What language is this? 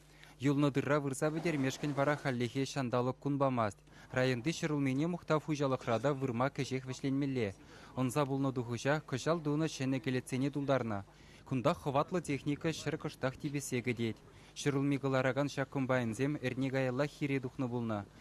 Chuvash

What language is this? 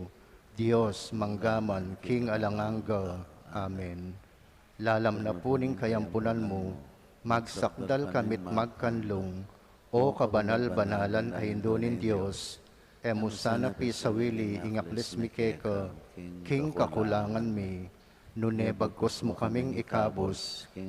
Pampanga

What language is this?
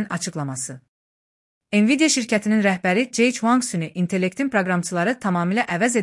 Azerbaijani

